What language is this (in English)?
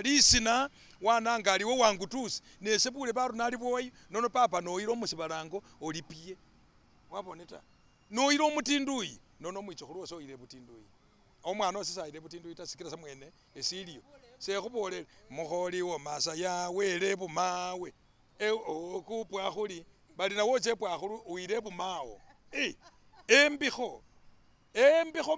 Masaaba